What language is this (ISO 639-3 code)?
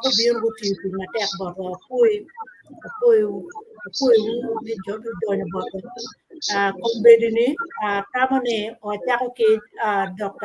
ach